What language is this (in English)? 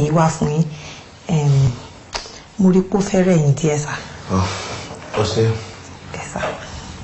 Yoruba